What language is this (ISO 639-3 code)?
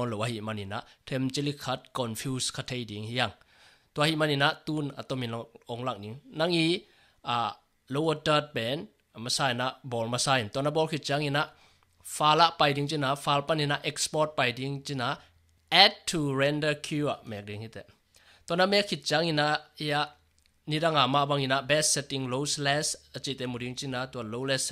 ctd